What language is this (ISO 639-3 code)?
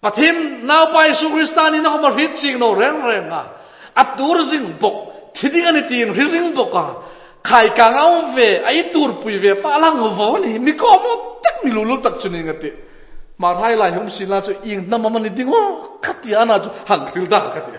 hmr